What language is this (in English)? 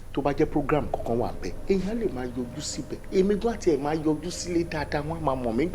Yoruba